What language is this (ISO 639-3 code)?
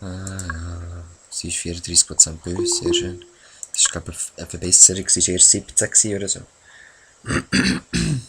gsw